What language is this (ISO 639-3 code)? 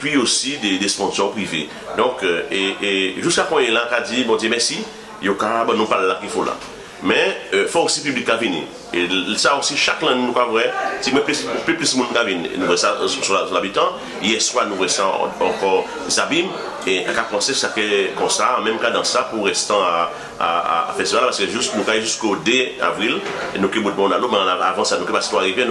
gcf